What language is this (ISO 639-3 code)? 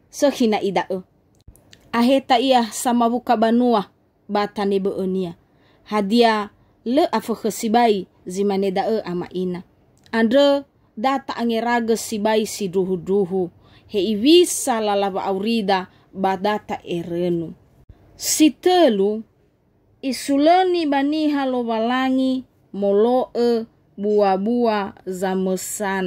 nia